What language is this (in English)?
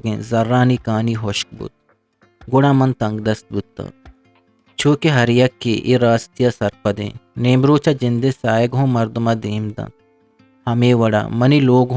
Eastern Balochi